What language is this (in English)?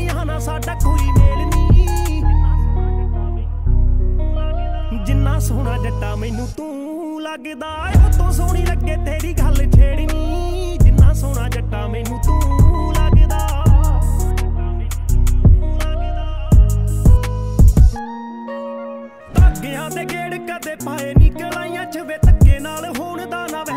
Punjabi